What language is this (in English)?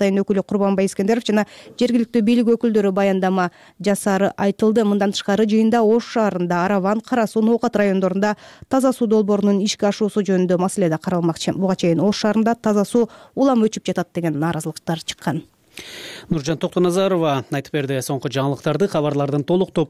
Kyrgyz